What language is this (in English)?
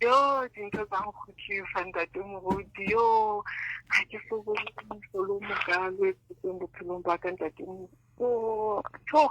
Southern Sotho